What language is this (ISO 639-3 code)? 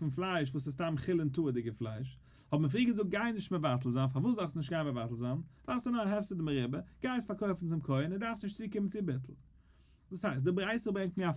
yid